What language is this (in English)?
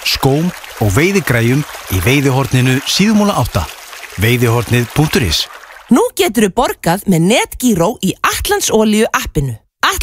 Icelandic